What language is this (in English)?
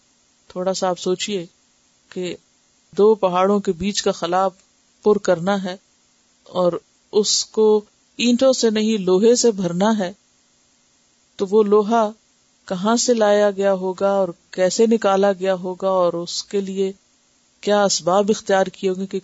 Urdu